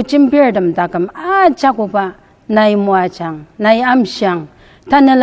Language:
Ao Naga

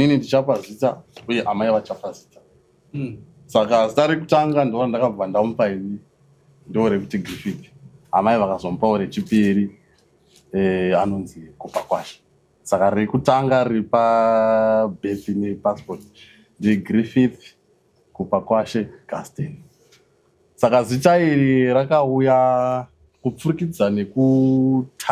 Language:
Shona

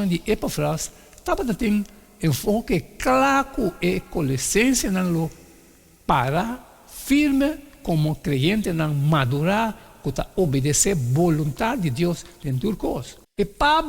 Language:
Papiamento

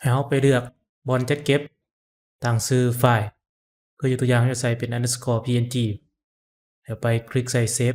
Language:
Lao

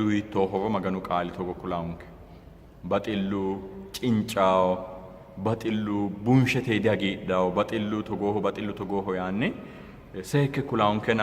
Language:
Sidamo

